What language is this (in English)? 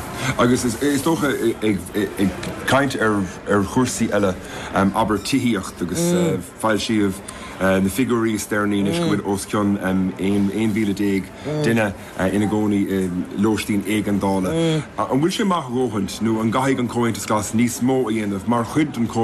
Irish